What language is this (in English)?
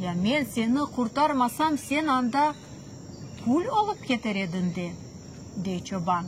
Crimean Tatar